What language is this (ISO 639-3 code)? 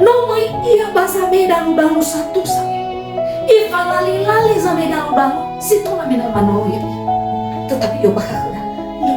nia